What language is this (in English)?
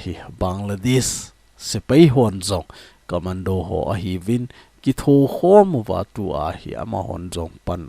Thado Chin